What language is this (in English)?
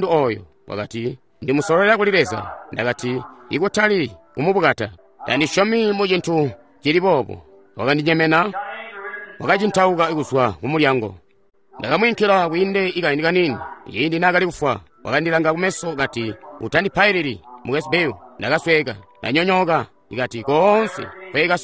Tonga (Zambia)